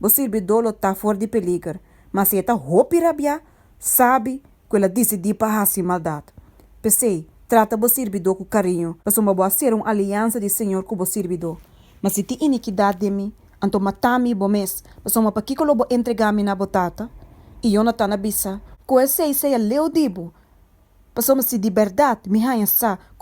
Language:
Papiamento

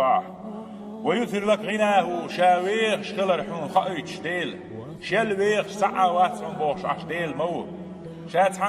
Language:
Chechen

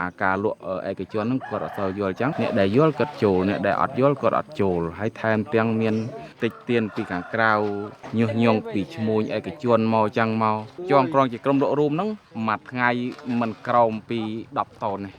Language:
Khmer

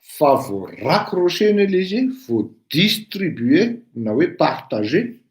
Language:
Malagasy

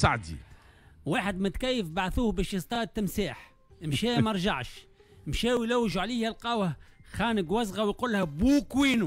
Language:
Tunisian Arabic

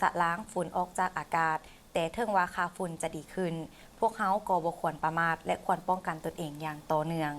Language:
Lao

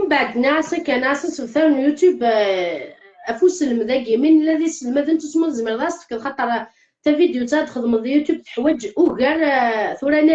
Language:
Kabyle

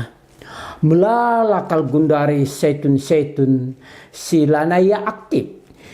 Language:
Batak Karo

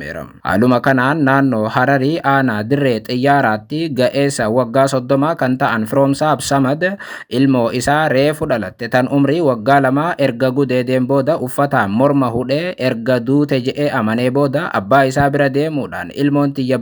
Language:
Oromo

